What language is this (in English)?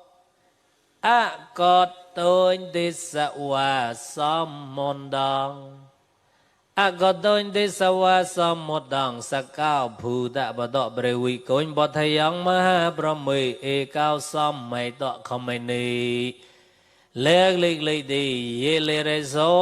Mon